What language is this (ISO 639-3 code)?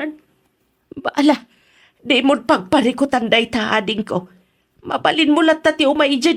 ilo